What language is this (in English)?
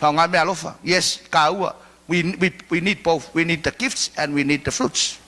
Samoan